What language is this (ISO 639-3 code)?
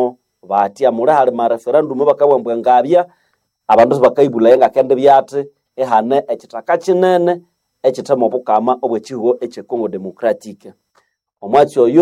nnb